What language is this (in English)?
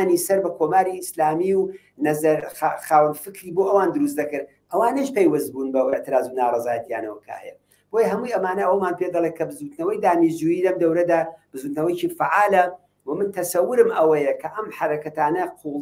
Central Kurdish